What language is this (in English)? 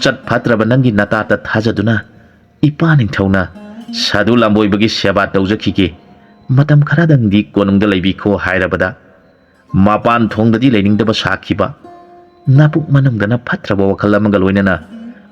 Manipuri